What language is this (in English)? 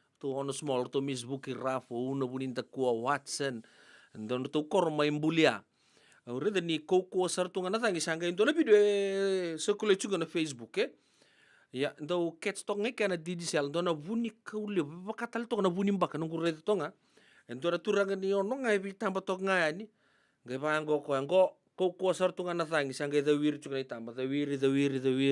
Fijian